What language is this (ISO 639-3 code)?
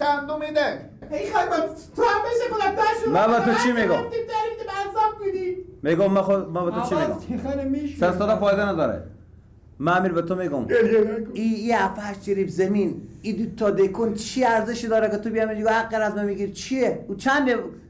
fas